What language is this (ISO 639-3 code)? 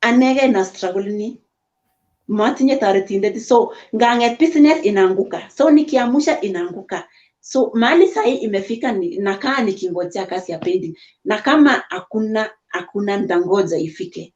kln